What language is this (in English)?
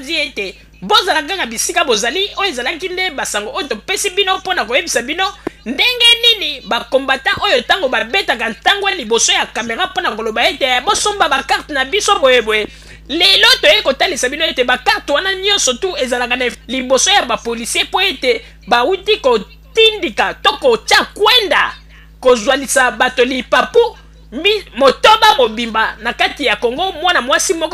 Lingala